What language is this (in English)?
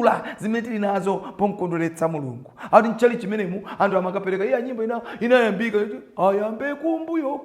Nyanja